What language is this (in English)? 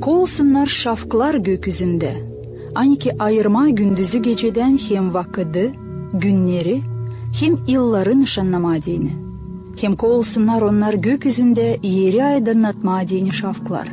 Gagauz